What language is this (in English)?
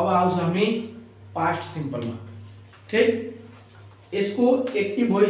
Nepali